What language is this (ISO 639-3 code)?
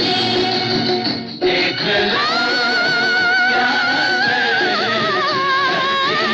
hin